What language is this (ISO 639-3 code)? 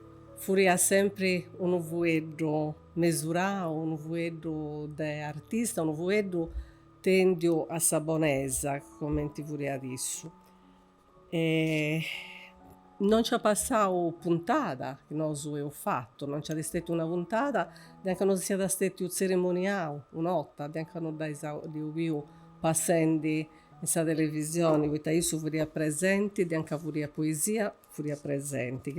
srd